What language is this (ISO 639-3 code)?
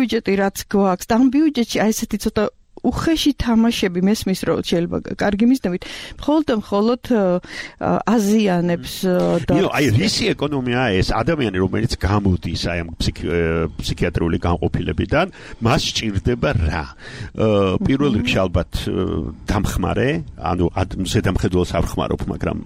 kat